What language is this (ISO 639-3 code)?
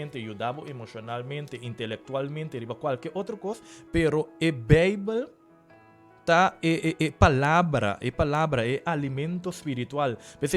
pap